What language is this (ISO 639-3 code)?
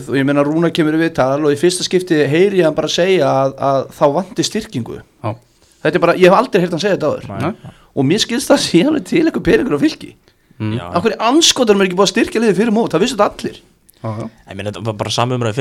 isl